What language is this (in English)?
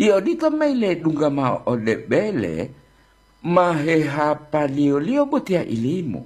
Gorontalo